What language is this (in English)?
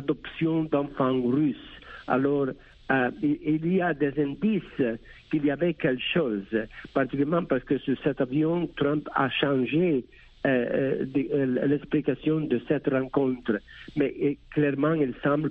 French